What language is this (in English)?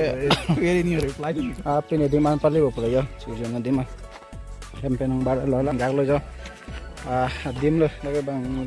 Karbi